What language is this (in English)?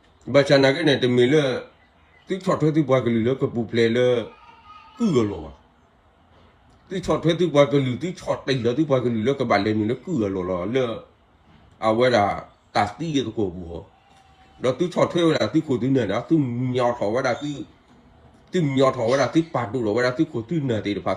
S'gaw Karen